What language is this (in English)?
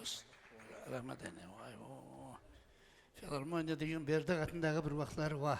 Kara-Kalpak